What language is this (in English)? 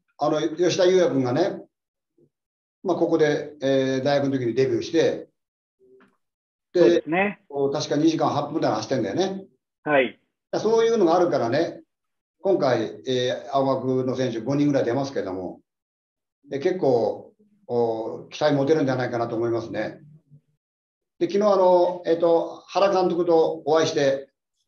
Japanese